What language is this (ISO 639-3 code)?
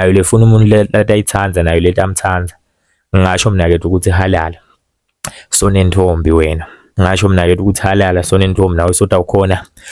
ssw